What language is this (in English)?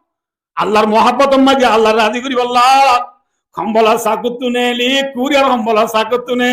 Rohingya